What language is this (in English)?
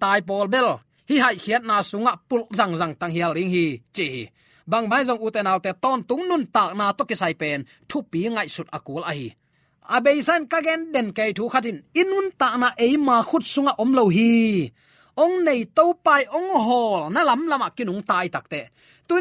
Tedim Chin